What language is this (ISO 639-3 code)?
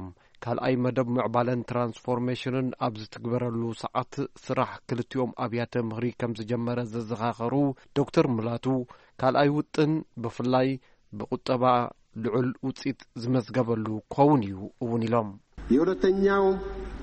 tir